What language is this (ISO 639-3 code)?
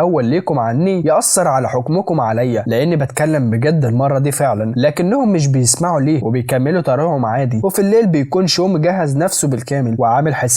arz